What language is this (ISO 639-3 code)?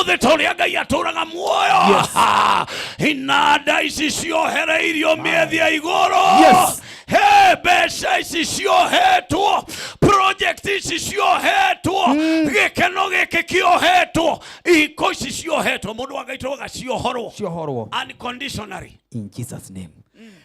kik